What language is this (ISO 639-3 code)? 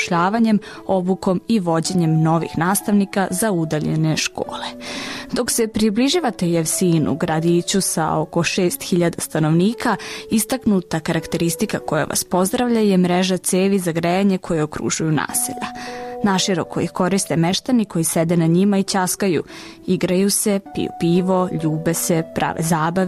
srp